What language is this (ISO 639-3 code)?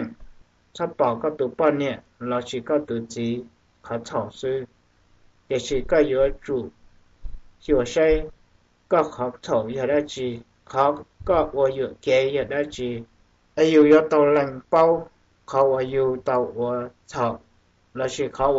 hmn